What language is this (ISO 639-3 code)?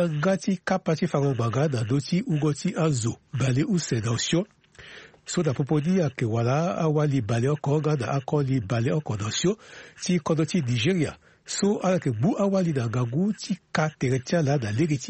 sag